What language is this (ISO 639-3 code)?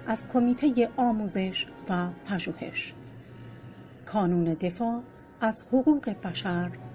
fas